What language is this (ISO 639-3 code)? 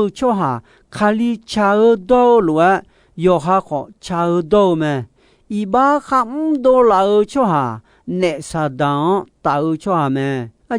ahk